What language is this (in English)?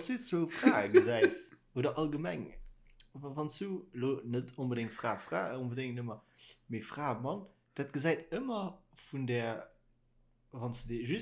Luxembourgish